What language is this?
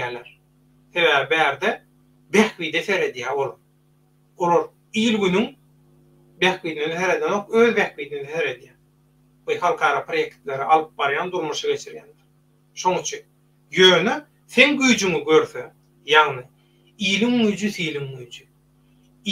Turkmen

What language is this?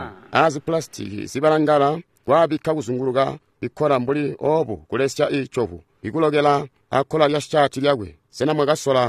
Tonga (Zambia)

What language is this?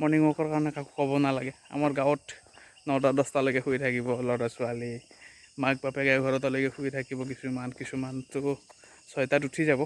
Assamese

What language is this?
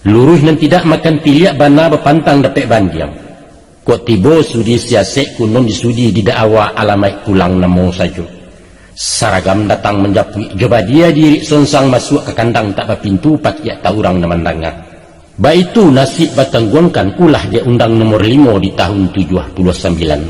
Minangkabau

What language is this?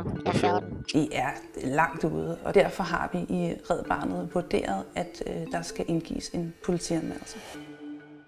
Danish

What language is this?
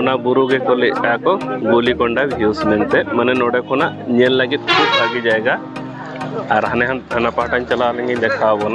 Santali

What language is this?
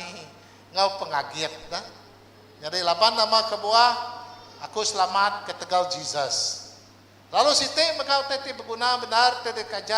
Iban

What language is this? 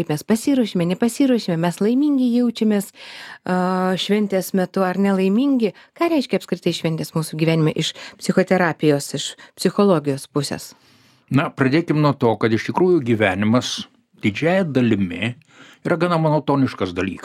Lithuanian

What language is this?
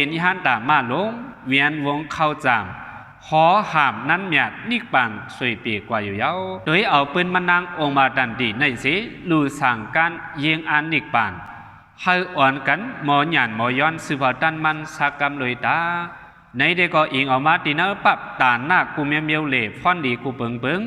Shan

